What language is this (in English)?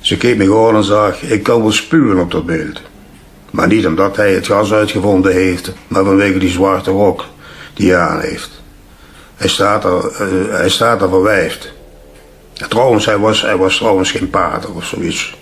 Limburgish